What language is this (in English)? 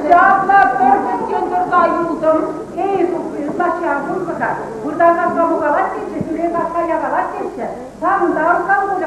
Chuvash